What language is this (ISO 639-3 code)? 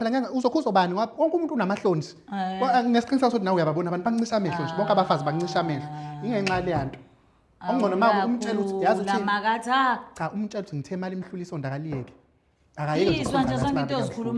zul